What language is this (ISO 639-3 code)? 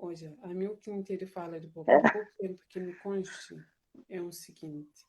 kea